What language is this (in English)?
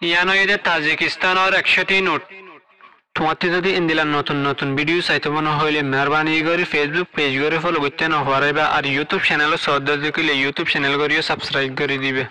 Rohingya